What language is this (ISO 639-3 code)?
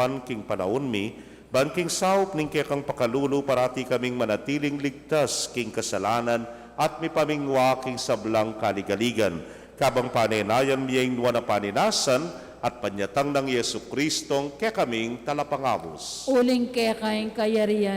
pam